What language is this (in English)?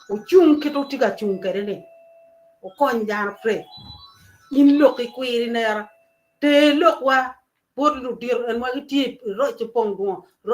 Acoli